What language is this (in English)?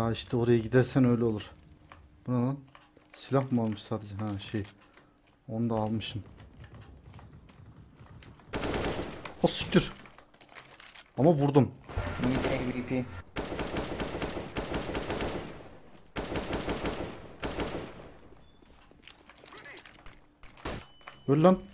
Turkish